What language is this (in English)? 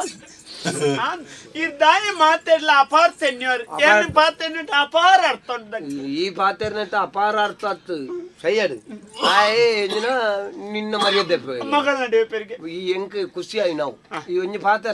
Tulu